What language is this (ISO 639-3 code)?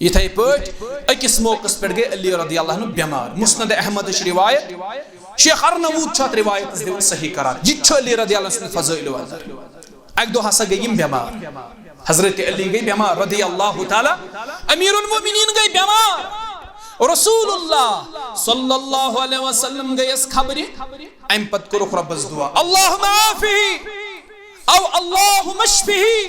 kas